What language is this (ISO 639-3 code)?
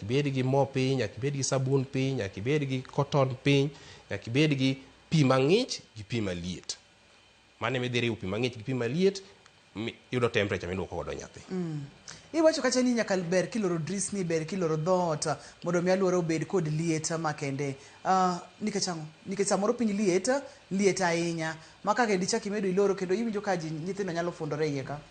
luo